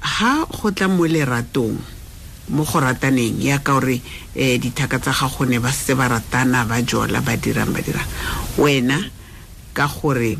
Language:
Tswana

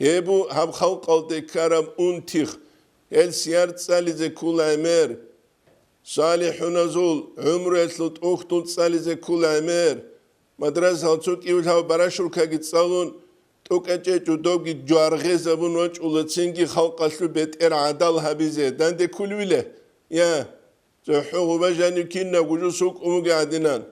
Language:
Avaric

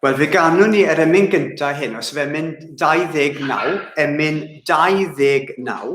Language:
Welsh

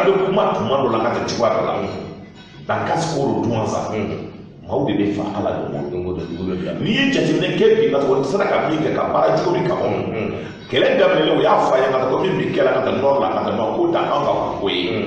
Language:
Bambara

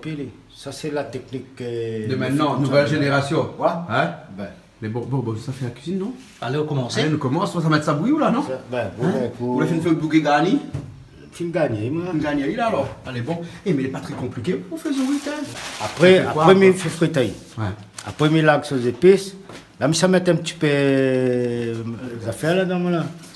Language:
Réunion Creole French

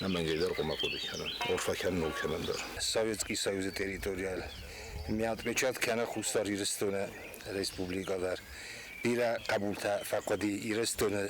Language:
Ossetic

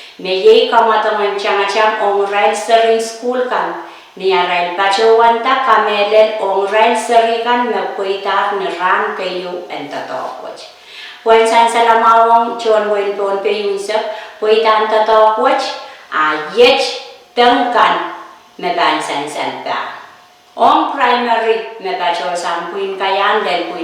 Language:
Pohnpeian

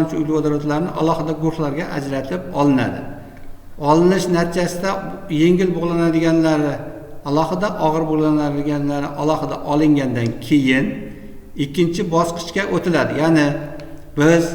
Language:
Uzbek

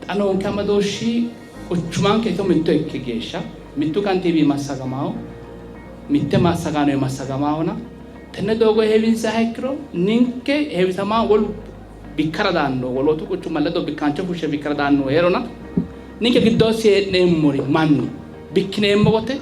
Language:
Sidamo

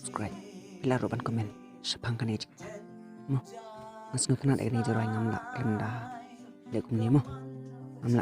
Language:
Khasi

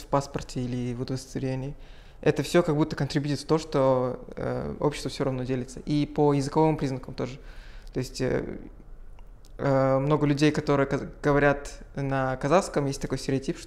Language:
Russian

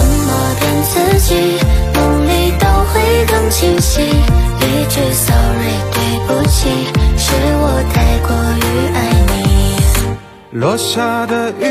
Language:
Chinese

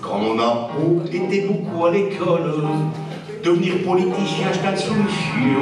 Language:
Picard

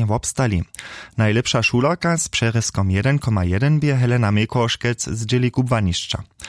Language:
Upper Sorbian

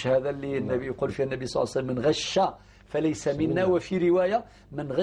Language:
Algerian Arabic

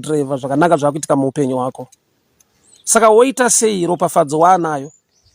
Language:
Shona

